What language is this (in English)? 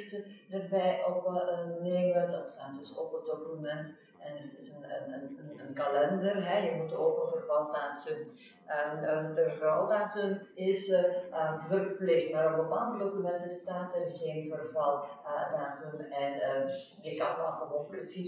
Dutch